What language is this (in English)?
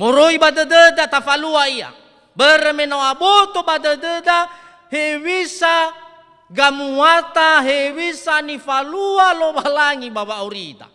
Nias